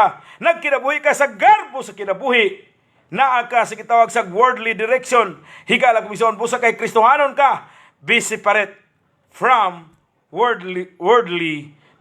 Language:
Cebuano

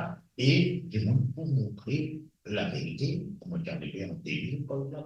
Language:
Morisyen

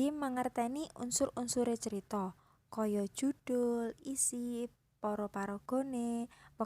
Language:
Javanese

